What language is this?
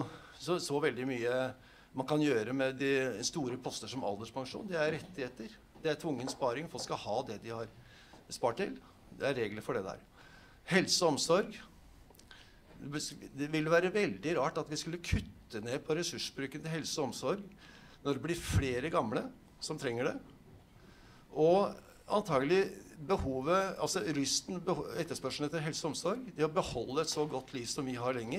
Norwegian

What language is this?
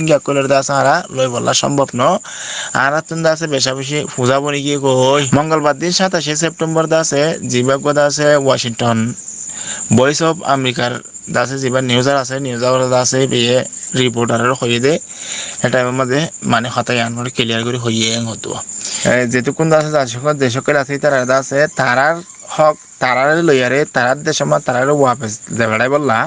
Rohingya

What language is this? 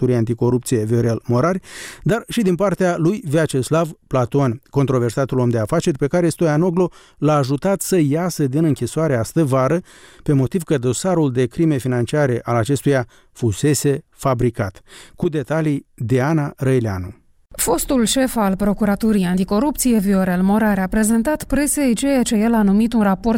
Romanian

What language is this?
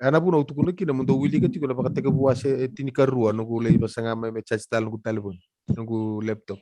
Fijian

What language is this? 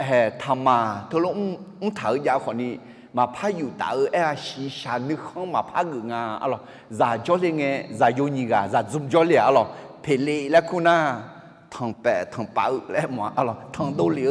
Akha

